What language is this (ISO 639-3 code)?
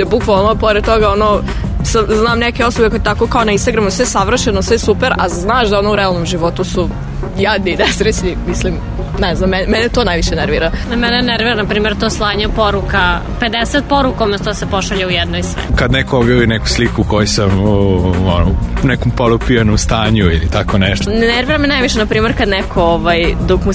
srp